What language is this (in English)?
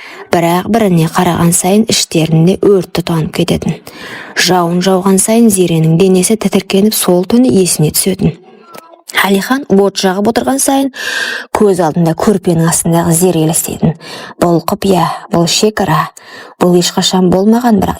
Kazakh